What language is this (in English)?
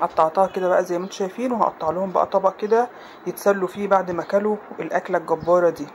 Egyptian Arabic